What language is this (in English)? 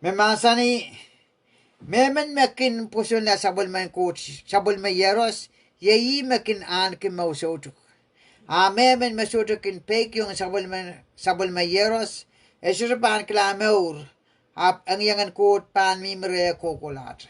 Pohnpeian